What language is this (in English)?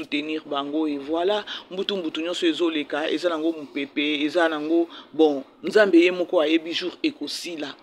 Lingala